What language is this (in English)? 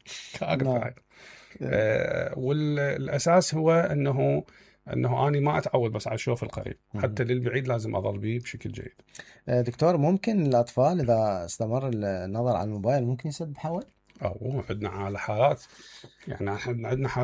Mesopotamian Arabic